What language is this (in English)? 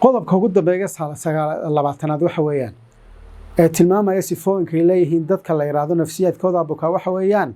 Somali